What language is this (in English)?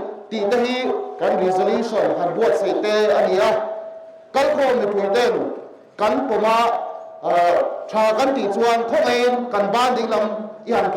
Mizo